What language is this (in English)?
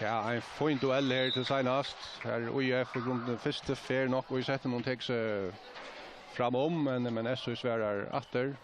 Faroese